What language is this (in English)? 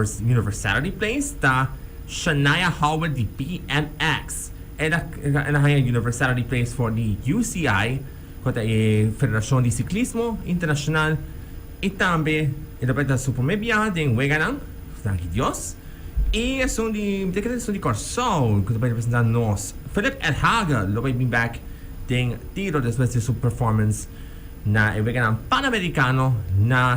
Papiamento